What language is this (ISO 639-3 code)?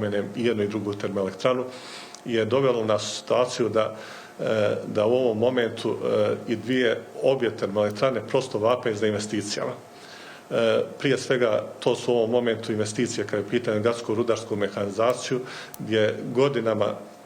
bos